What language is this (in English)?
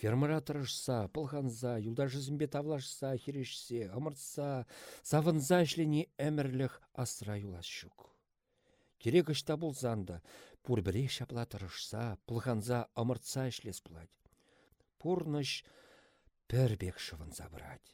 Chuvash